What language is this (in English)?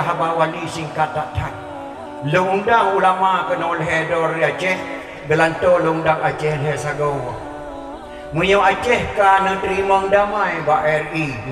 Achinese